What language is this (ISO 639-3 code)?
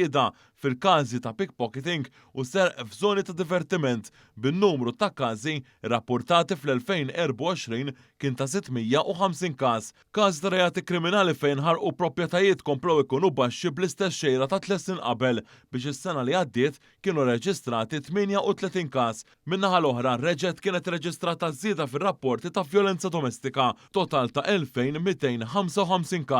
mlt